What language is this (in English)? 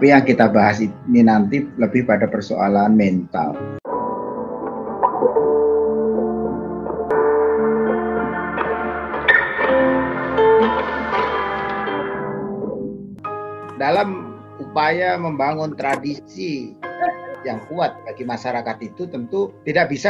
Indonesian